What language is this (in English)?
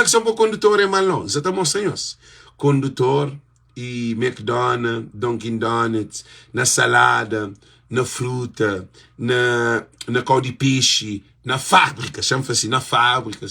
Kabuverdianu